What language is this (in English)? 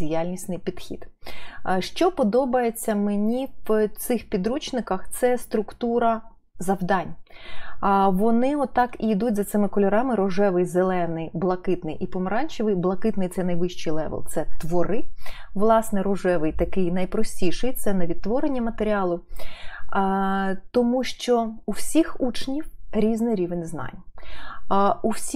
Ukrainian